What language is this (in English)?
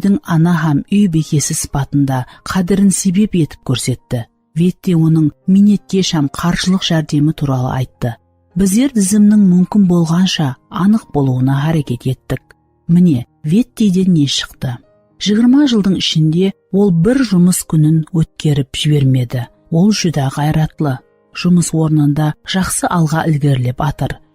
Kara-Kalpak